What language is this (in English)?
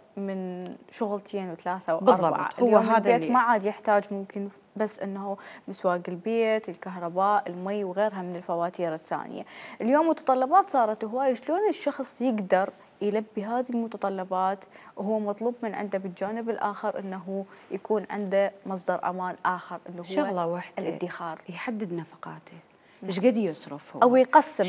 Mesopotamian Arabic